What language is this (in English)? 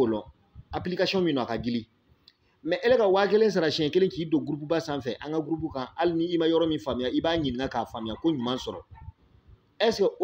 Bambara